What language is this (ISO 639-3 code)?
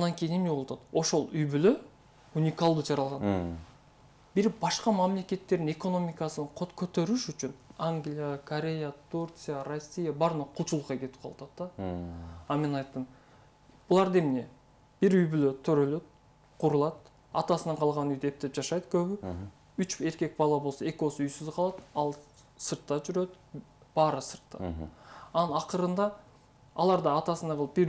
kir